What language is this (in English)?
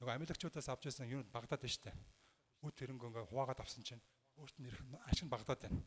Mongolian